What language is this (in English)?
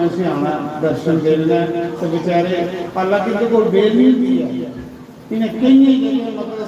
Dogri